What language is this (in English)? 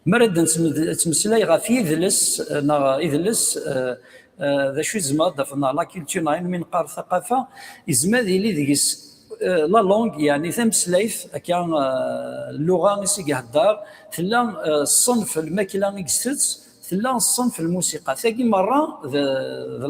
Kabyle